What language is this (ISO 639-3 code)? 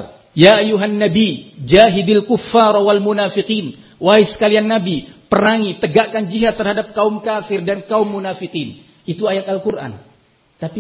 ind